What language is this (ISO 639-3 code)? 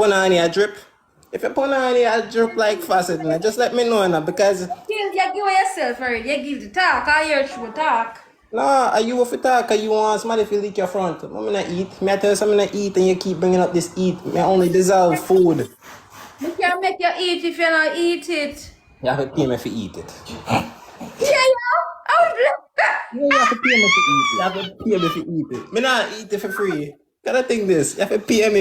jam